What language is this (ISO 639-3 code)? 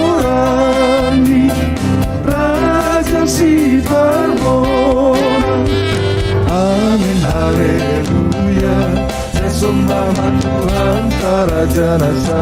bts